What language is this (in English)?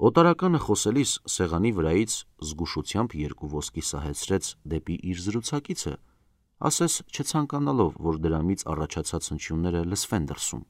Armenian